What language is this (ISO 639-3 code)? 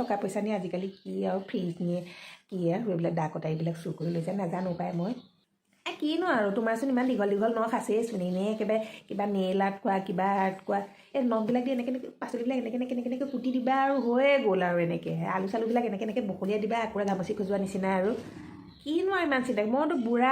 asm